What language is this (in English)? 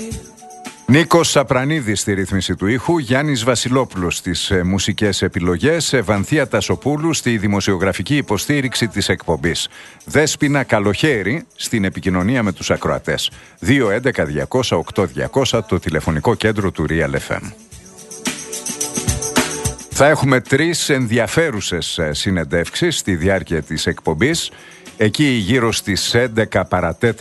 Greek